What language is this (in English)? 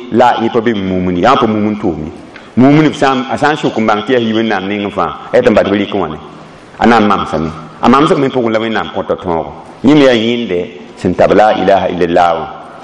Mossi